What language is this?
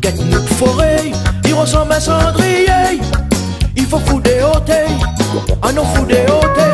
Réunion Creole French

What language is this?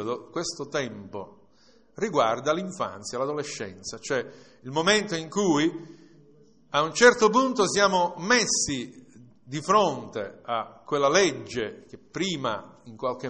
Italian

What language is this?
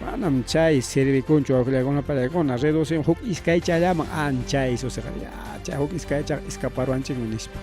Ayacucho Quechua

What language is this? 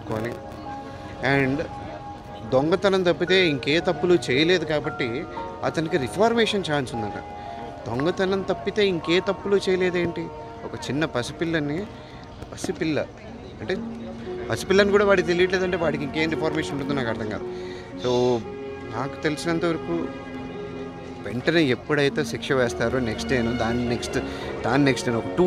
Telugu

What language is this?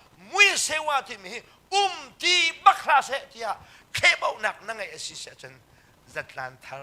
Hakha Chin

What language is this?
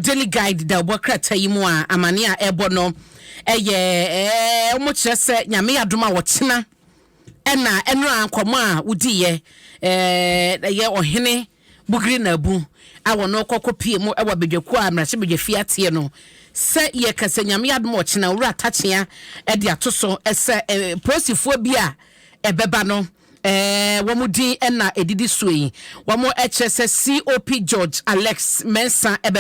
Akan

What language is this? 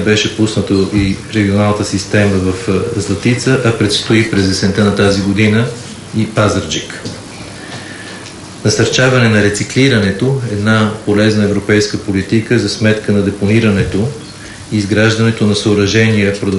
Bulgarian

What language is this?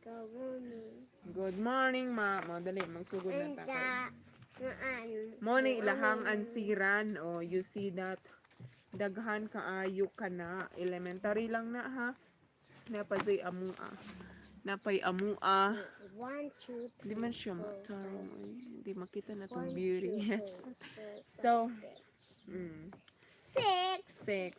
Cebuano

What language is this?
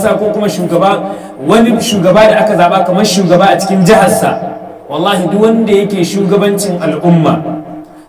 Hausa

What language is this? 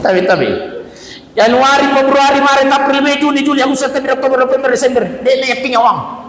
Buginese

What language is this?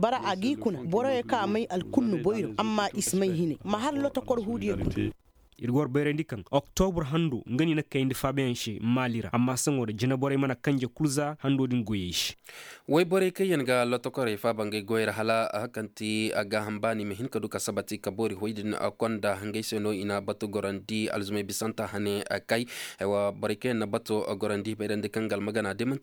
Zarma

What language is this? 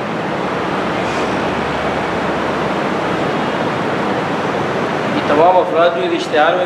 Urdu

